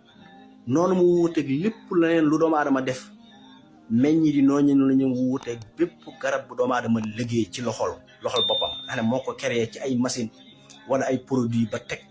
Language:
Wolof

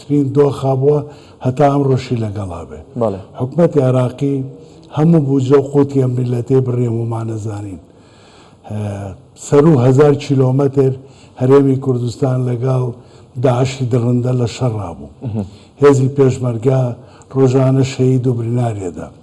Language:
Central Kurdish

